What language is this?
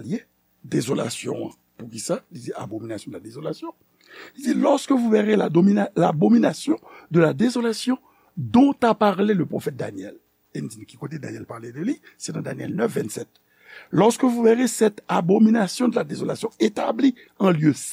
Haitian Creole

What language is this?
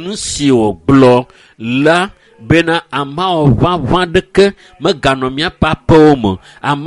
Ewe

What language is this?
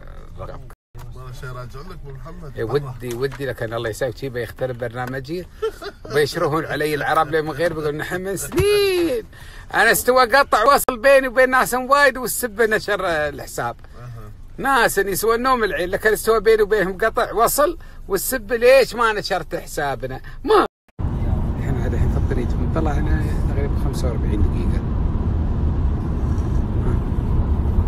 Gulf Arabic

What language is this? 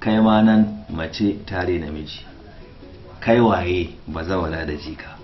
Hausa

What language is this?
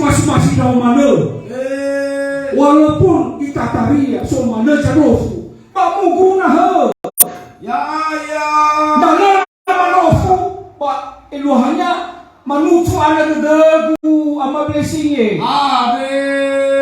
Nias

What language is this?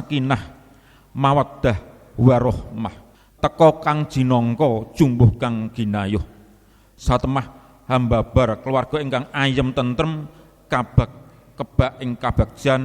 Javanese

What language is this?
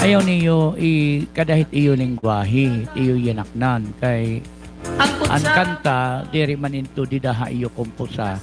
Waray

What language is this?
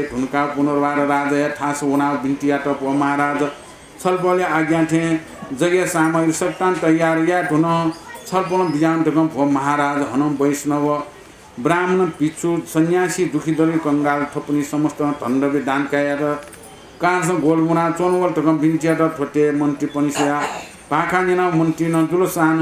Newari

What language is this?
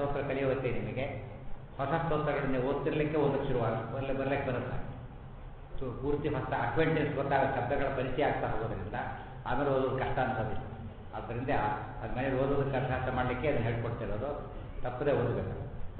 Kannada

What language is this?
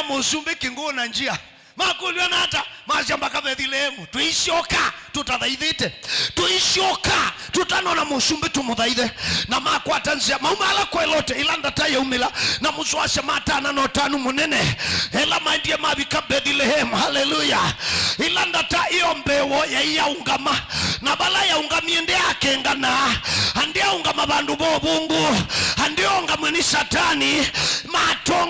Kamba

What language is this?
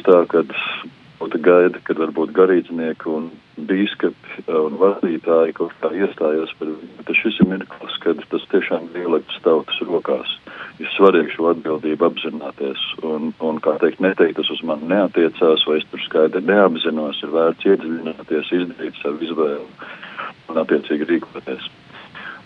Latvian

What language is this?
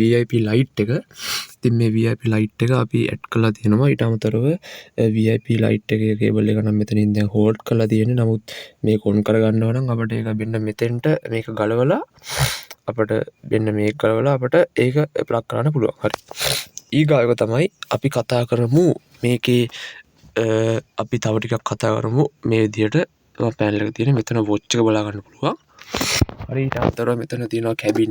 Sinhala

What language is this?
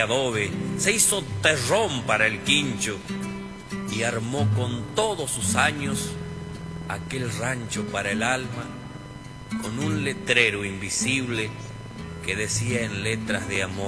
Spanish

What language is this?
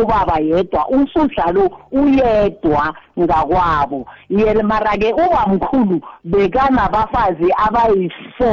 South Ndebele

